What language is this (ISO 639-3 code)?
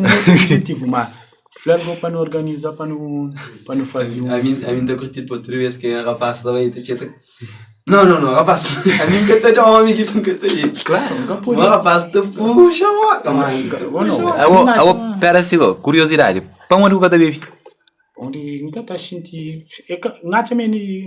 kea